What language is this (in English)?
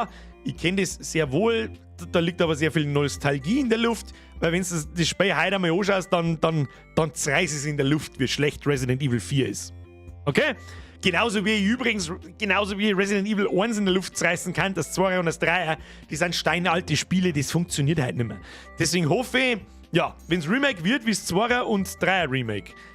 Bavarian